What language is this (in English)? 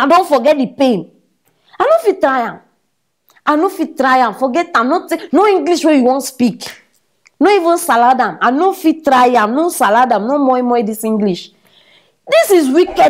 Nigerian Pidgin